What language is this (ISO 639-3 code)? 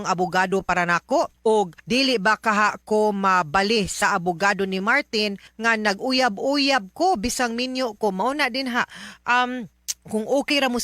ceb